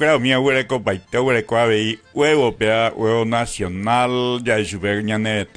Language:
Guarani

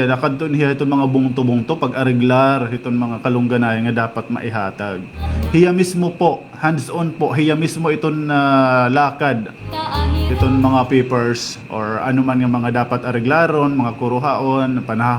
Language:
Waray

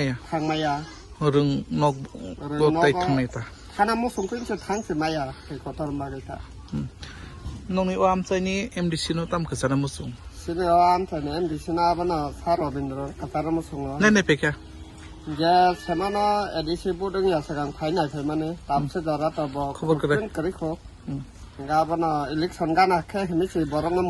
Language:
Kok Borok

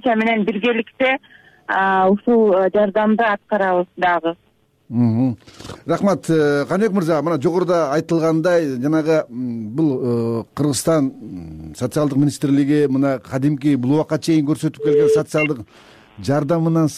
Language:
Kyrgyz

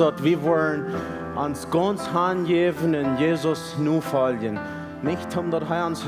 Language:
Plautdietsch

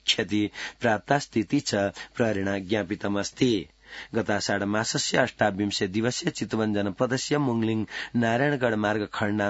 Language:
Sanskrit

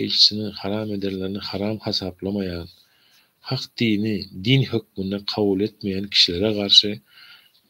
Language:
Turkmen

